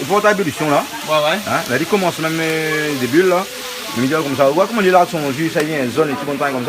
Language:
Réunion Creole French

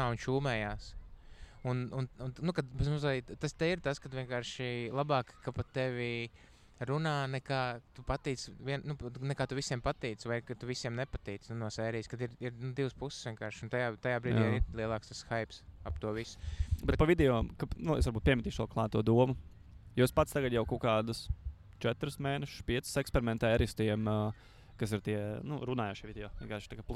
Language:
Latvian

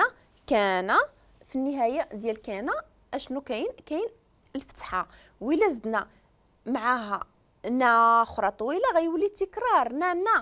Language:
Moroccan Arabic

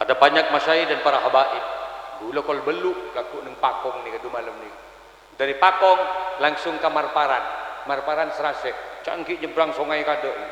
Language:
Madurese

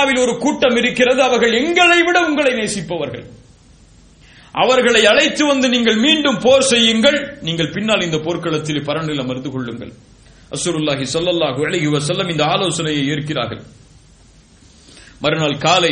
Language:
Tamil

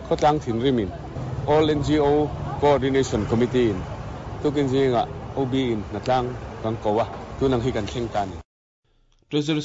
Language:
Mizo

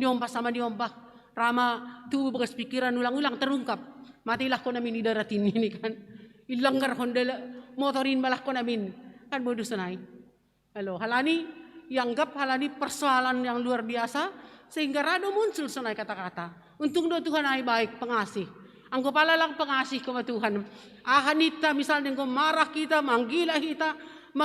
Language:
Batak Simalungun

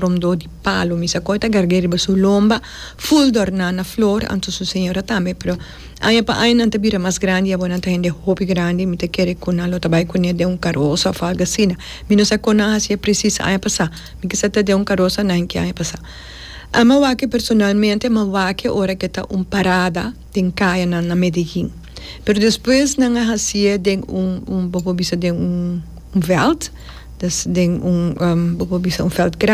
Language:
Papiamento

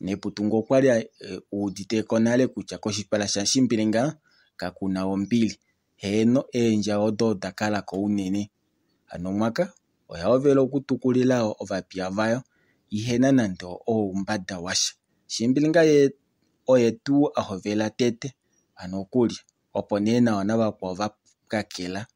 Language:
Kuanyama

